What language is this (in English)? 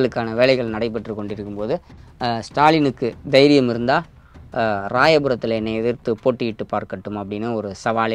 Tamil